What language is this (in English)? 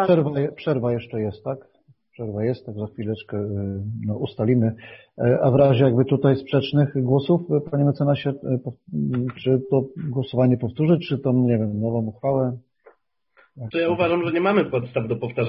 Polish